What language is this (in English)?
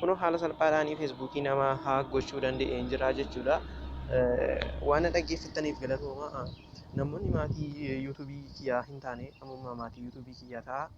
Oromo